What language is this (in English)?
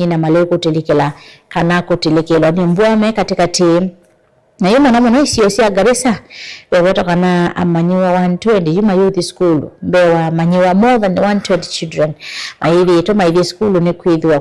Kamba